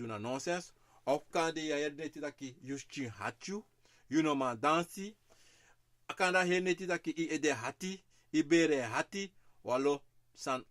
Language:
Sranan Tongo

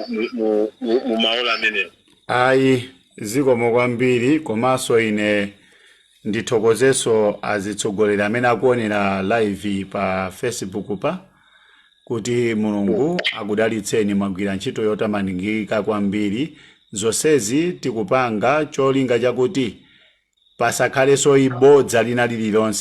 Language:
Nyanja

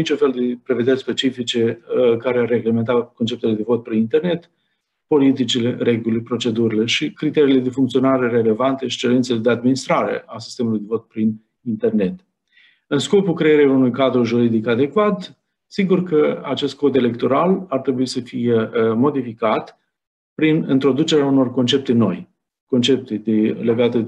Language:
Romanian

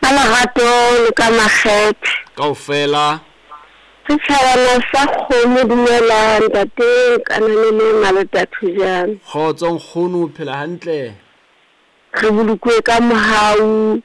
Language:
Southern Sotho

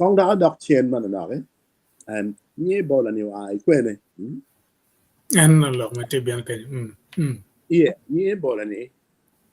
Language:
Acoli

